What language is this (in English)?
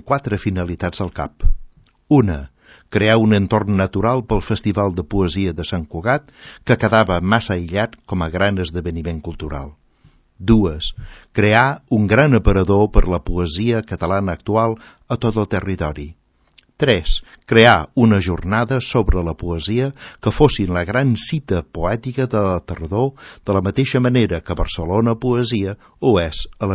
Catalan